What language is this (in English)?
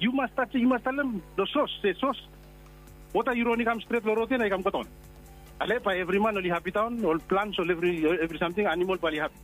Bislama